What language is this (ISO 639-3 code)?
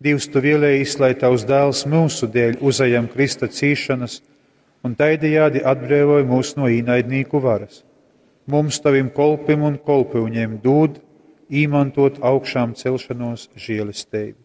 ltg